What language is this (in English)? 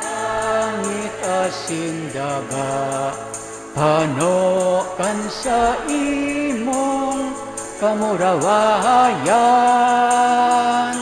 Bikol